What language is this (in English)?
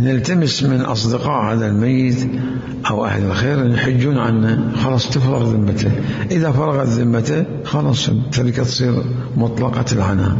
Mesopotamian Arabic